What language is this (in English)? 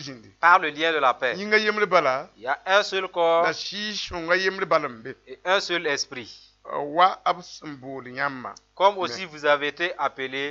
Mossi